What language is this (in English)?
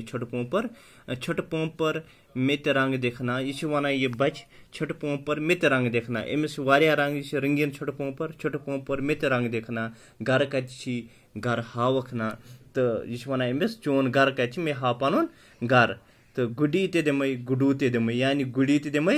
Kashmiri